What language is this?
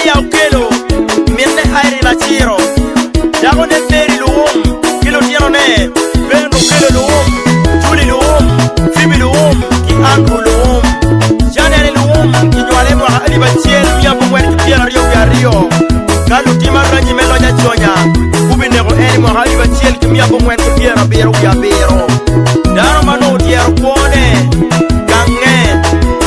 Acoli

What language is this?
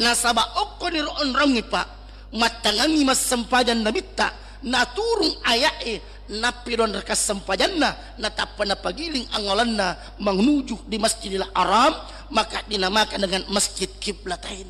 Buginese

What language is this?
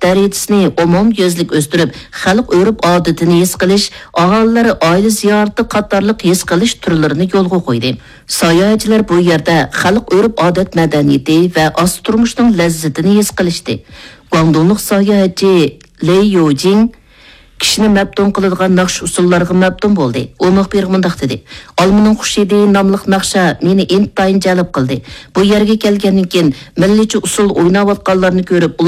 Uyghur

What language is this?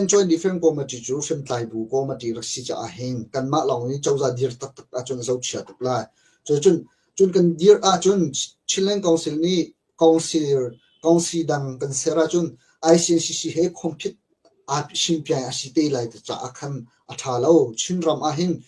Hakha Chin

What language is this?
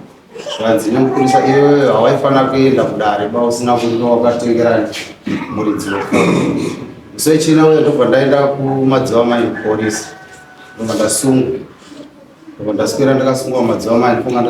Shona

